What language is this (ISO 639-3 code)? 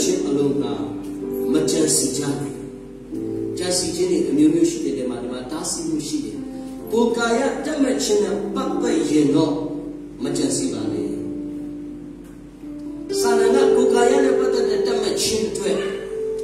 mya